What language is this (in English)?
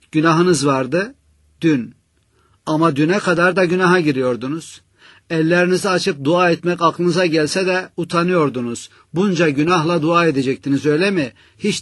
Turkish